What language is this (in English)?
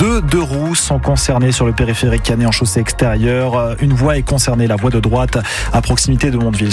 French